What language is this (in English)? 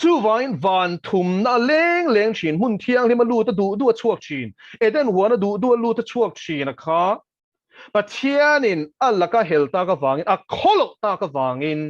Mizo